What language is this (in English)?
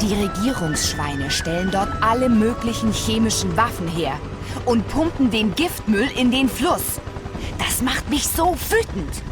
Bavarian